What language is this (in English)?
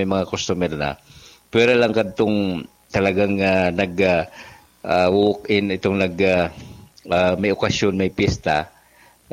Bikol